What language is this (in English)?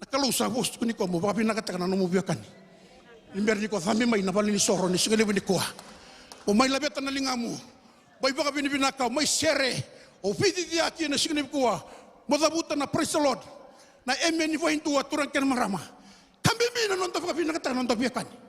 Fijian